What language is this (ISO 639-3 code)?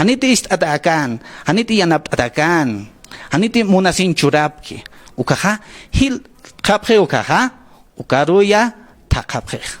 aym